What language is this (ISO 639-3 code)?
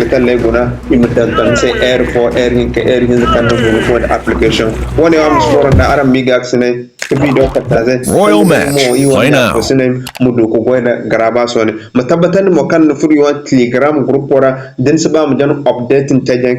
dje